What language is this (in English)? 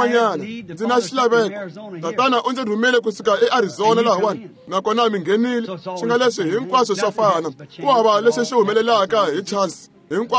Tsonga